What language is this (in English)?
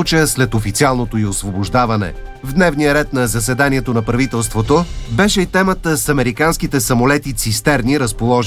Bulgarian